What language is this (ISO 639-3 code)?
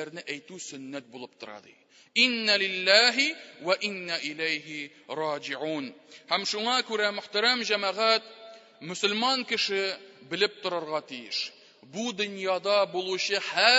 tat